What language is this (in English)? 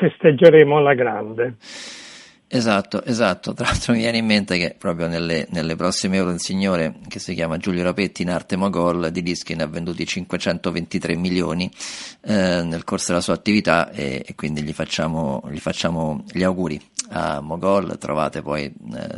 Italian